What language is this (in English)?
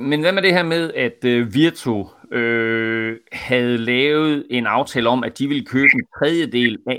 Danish